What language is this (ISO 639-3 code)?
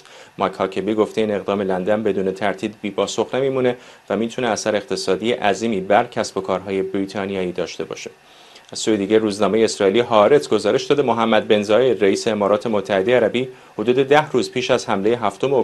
fas